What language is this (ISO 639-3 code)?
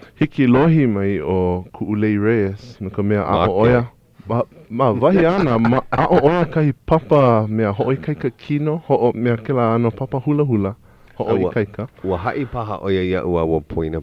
haw